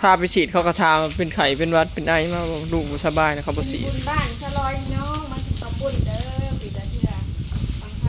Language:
Northeastern Thai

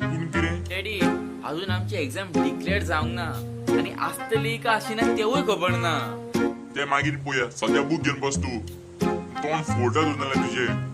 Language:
Konkani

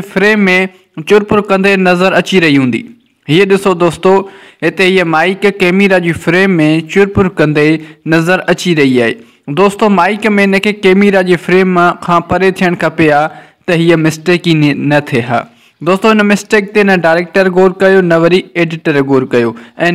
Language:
Sindhi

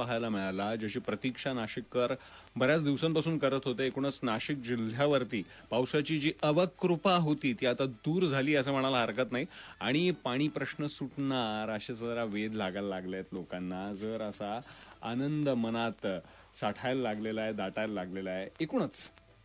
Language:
Marathi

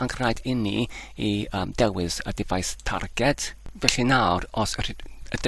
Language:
Welsh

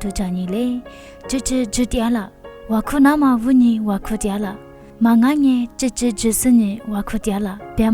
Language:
Lisu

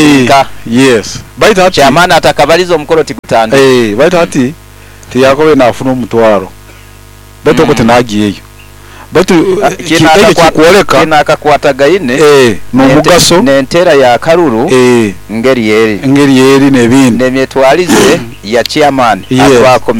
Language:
Nyoro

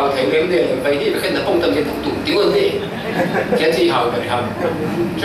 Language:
Falam Chin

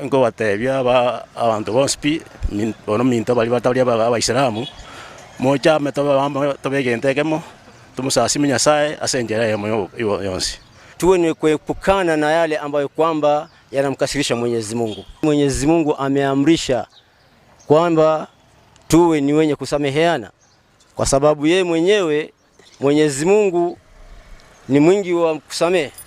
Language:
Gusii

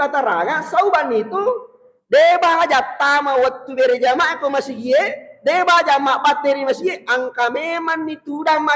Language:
Buginese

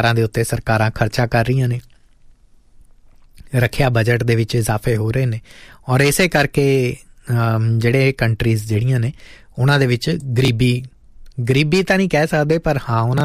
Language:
Punjabi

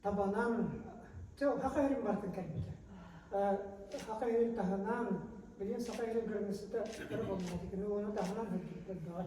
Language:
Yakut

